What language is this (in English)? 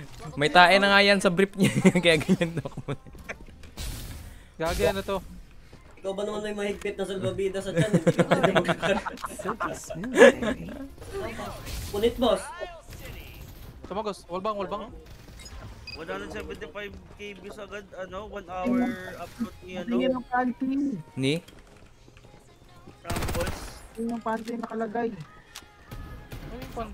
Filipino